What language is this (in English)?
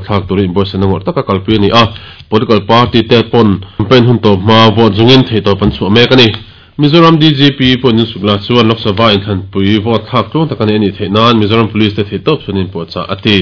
Mizo